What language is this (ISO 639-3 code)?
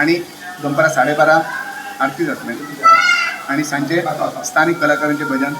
kok